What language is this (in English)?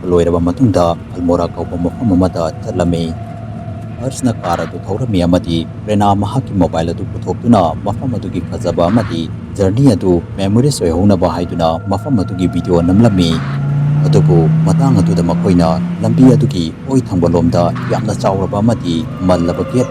Manipuri